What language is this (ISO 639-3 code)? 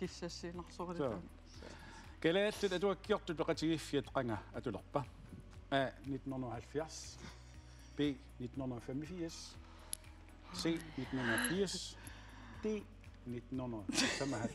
kal